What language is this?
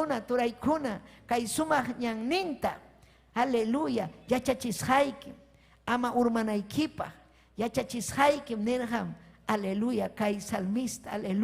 Ayacucho Quechua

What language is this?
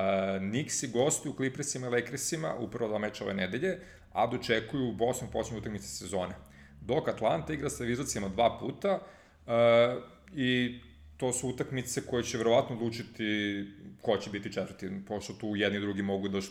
Serbian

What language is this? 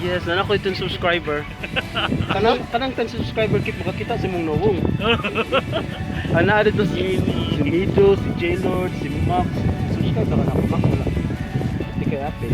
Cebuano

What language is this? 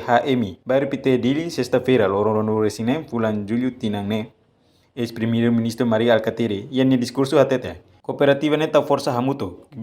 Tetum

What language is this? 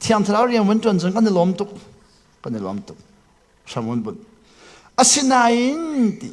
Hakha Chin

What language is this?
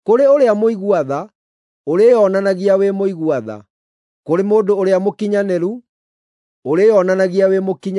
Kikuyu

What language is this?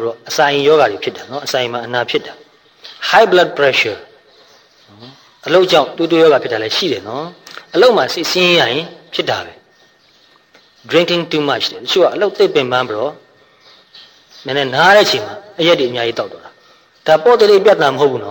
Burmese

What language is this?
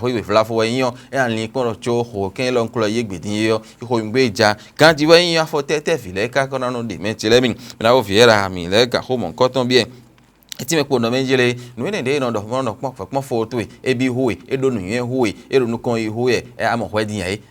Fon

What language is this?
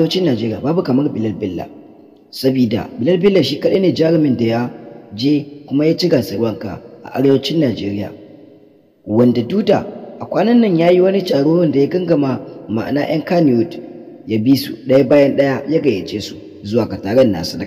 Hausa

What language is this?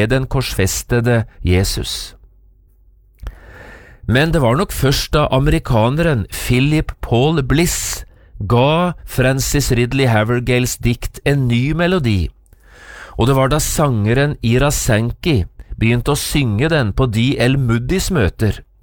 Norwegian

